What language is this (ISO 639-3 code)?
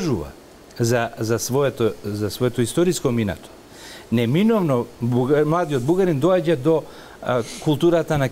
mkd